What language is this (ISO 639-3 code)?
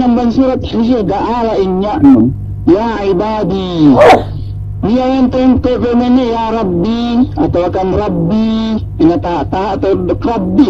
yka